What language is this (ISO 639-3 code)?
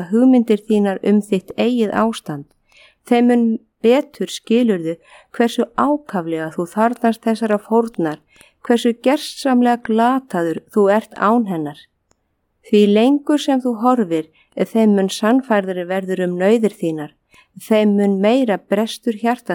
isl